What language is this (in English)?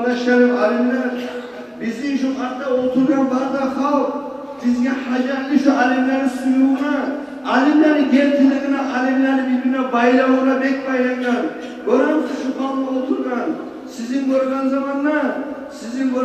Kumyk